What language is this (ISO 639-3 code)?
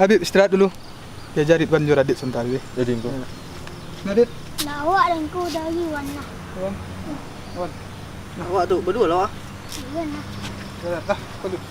min